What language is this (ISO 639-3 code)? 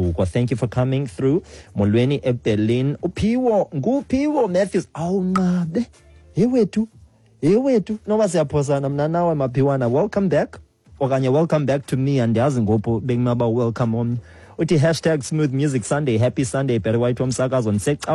xho